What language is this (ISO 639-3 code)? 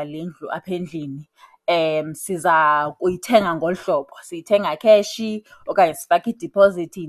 xho